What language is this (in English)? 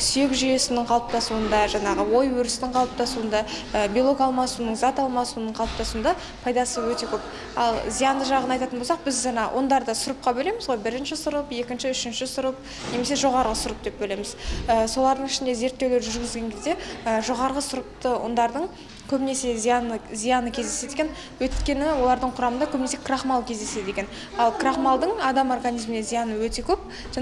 Kazakh